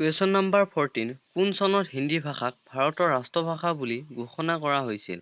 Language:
Assamese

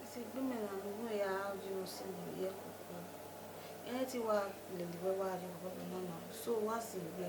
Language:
Bini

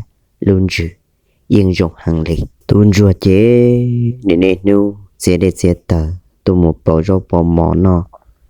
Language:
Hmong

